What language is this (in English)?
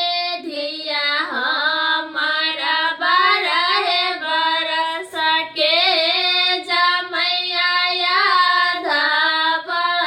Maithili